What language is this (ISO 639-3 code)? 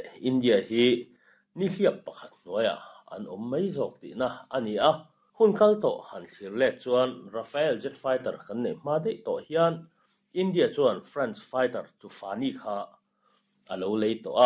lus